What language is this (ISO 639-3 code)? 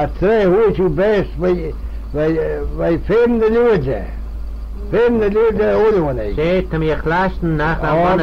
glv